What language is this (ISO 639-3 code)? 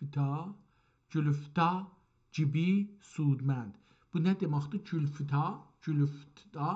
azb